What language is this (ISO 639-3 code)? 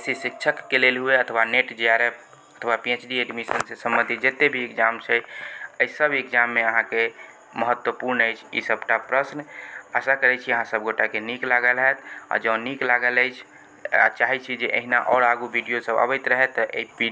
mai